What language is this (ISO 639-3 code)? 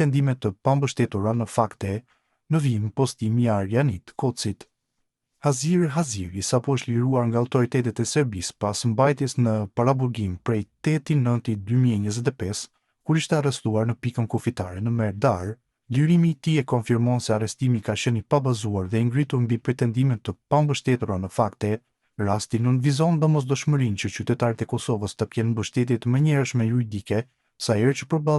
sqi